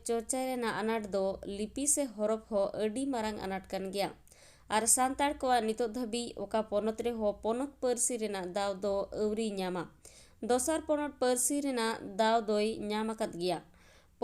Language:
Santali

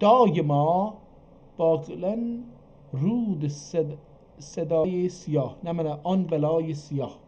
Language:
South Azerbaijani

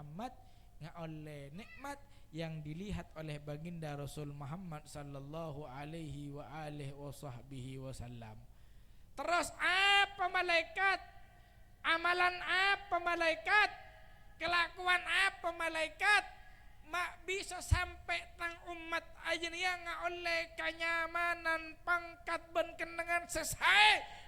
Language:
Madurese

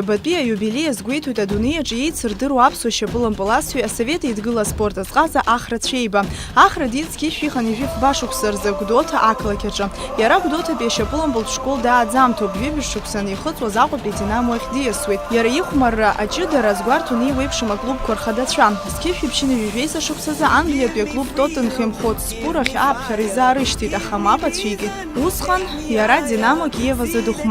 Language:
Abkhazian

